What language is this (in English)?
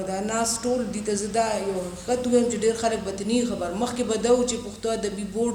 Pashto